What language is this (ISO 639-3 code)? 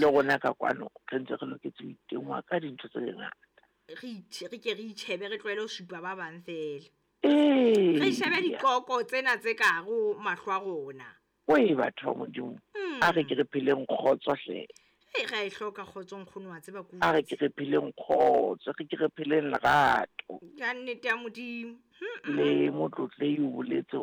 sot